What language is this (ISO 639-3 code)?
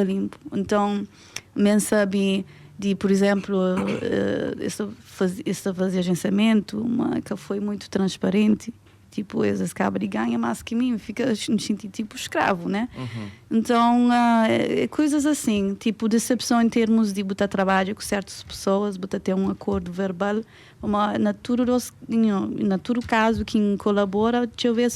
kea